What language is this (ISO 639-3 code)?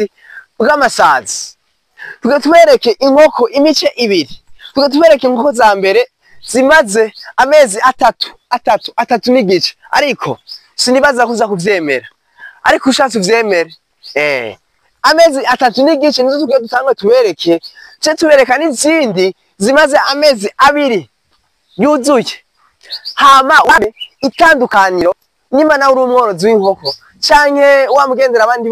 run